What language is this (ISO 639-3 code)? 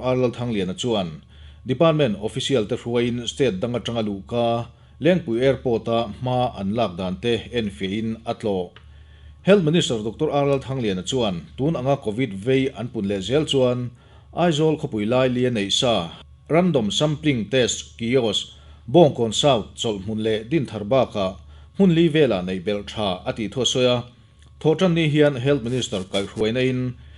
lus